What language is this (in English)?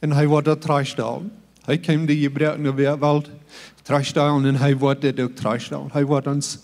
Plautdietsch